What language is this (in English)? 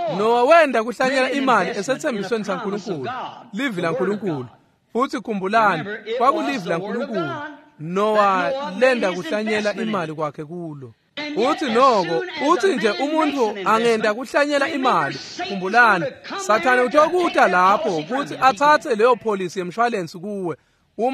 Swati